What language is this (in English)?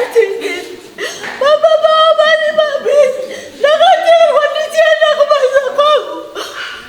Shona